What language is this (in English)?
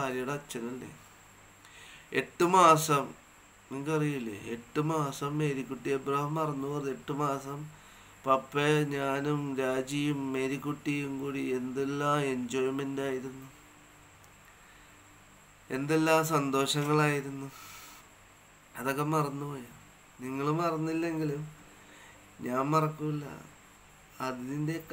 Malayalam